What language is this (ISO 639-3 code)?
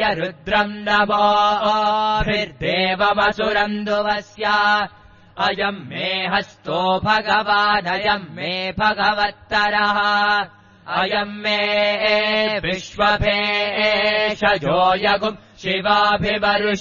san